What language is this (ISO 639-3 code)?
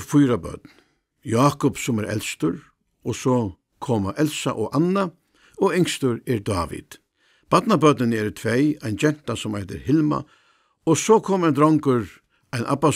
fao